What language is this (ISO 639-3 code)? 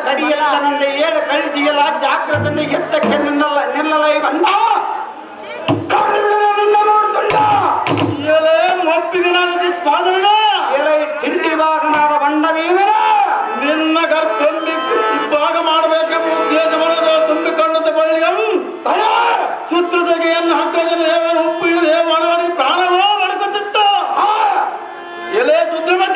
kan